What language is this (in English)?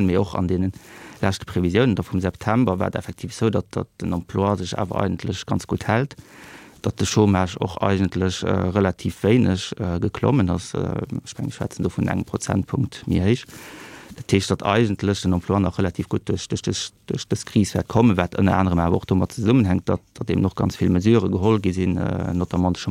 Luxembourgish